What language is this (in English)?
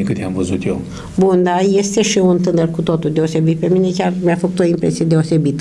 Romanian